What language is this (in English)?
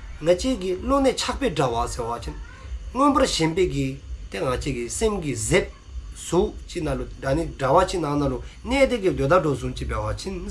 Dzongkha